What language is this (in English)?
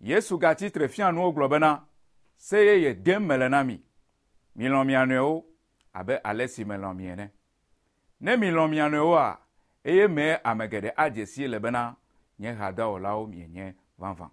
Ewe